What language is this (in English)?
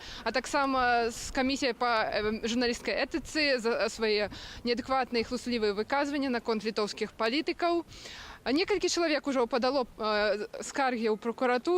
Belarusian